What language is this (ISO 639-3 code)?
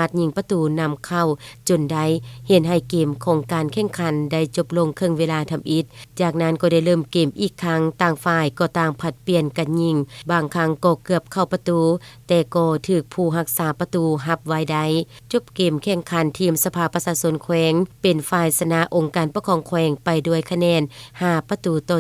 lao